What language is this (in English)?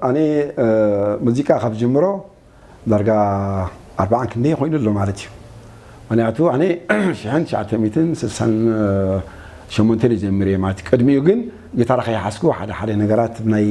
Tigrinya